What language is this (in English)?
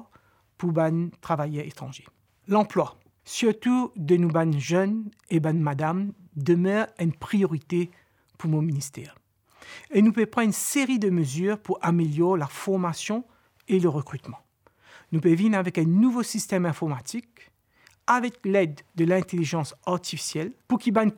Morisyen